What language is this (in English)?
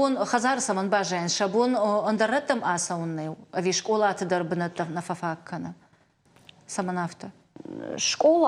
Ossetic